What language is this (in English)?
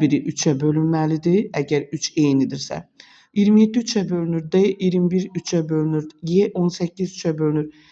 Azerbaijani